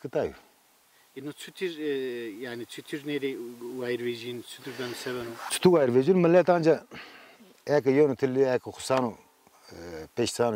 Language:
Zaza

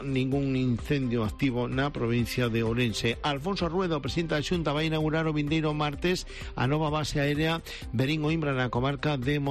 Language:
Galician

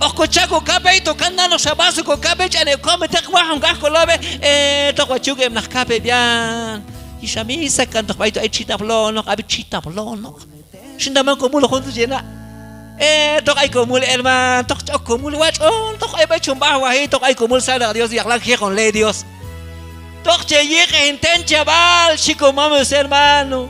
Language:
Q'anjob'al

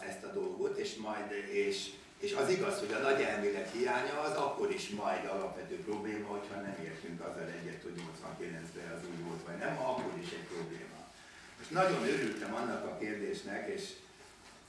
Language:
Hungarian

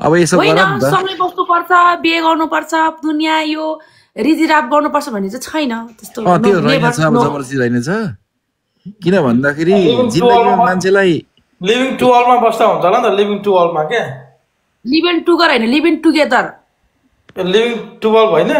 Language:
Nepali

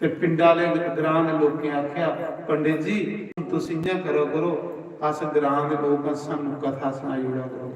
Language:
Dogri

